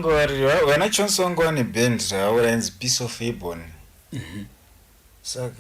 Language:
Shona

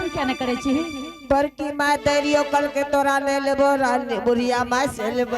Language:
Maithili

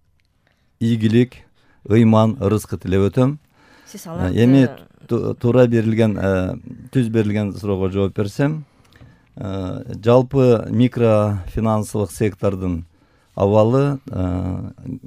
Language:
Kyrgyz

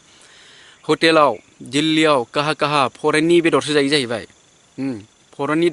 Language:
Bodo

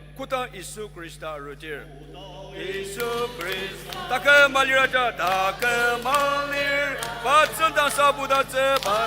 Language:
Ao Naga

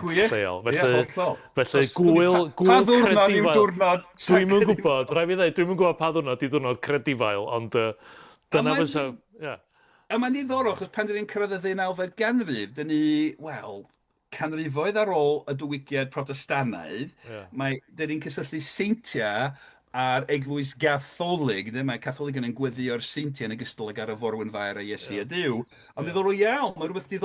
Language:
Welsh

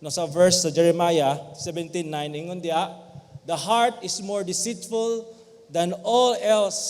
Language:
Cebuano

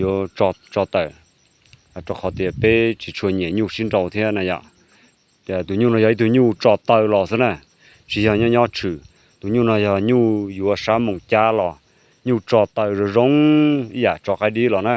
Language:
Hmong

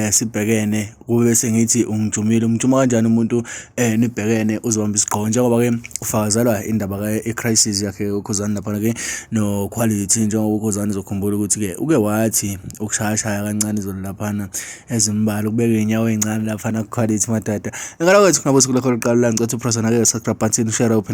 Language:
Zulu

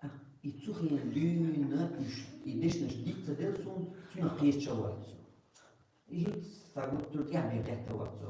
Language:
Chechen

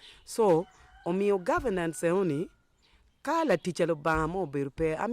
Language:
Acoli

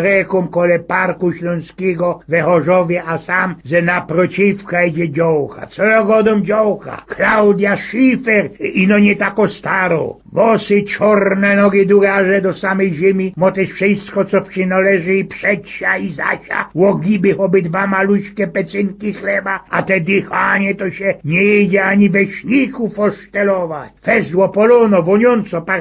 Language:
Silesian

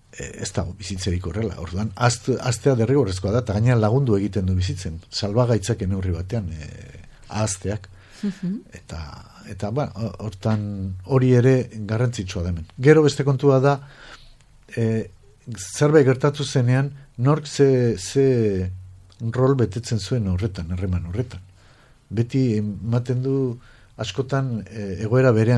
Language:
Basque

